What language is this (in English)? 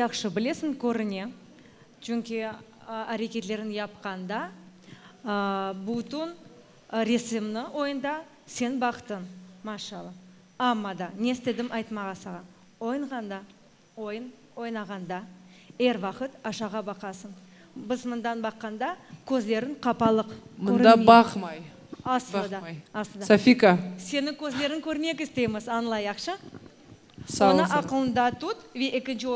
Crimean Tatar